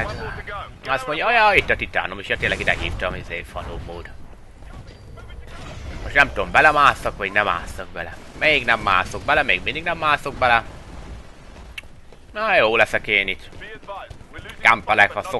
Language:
Hungarian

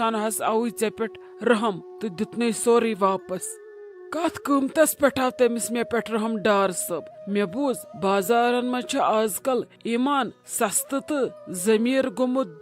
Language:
Kashmiri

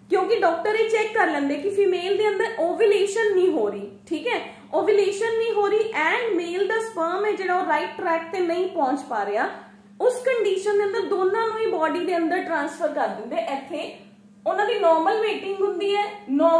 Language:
Punjabi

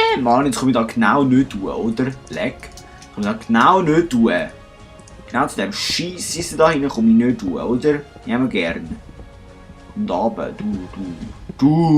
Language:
Swiss German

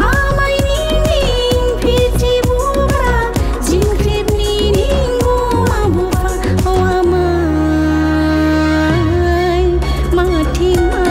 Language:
Dimasa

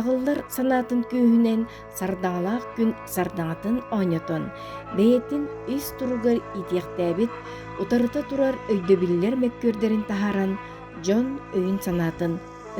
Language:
Yakut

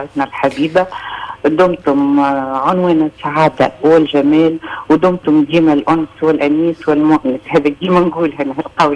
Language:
Tunisian Arabic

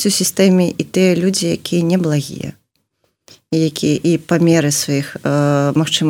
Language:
Belarusian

